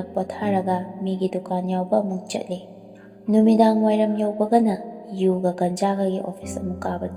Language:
Manipuri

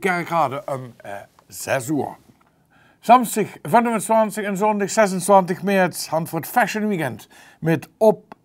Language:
Limburgish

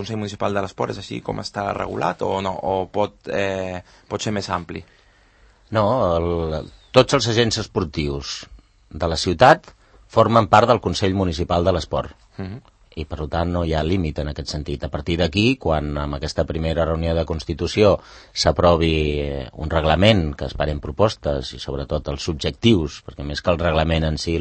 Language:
Catalan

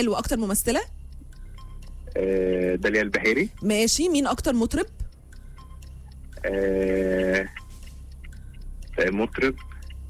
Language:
Egyptian Arabic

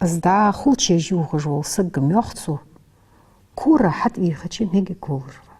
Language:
Ingush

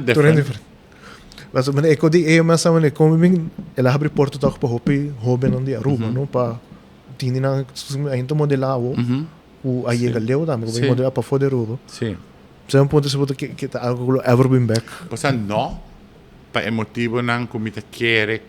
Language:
Papiamento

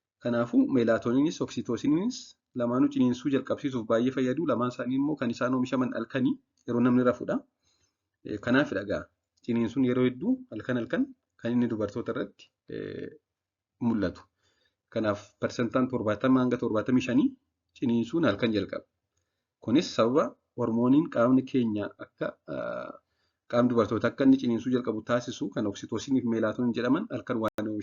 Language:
Oromo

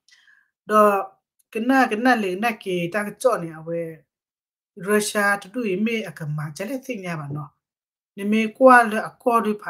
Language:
S'gaw Karen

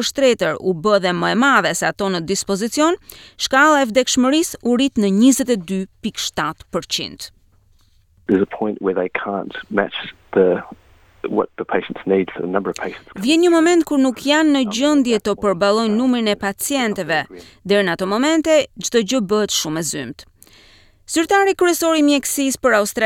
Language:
Albanian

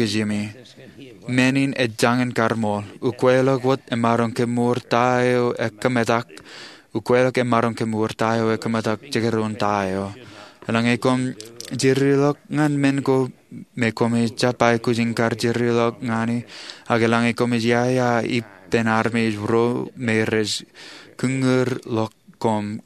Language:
Marshallese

